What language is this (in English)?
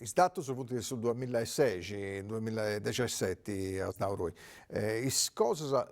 Sardinian